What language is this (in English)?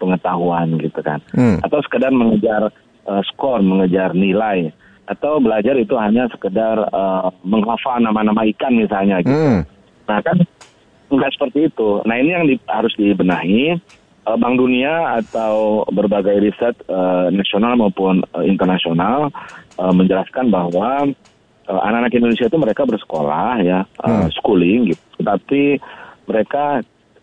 Indonesian